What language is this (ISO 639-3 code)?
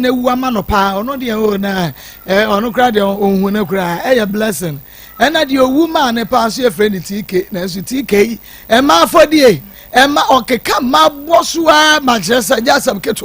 aka